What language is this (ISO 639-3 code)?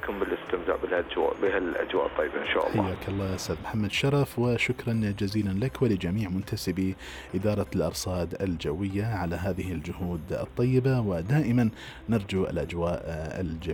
afb